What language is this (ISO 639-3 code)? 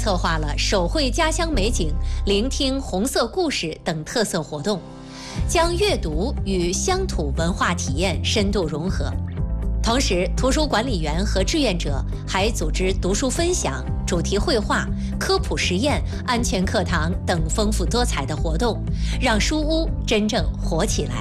zho